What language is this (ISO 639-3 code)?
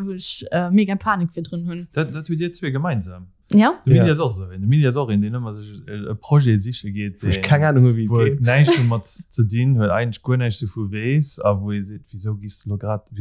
ltz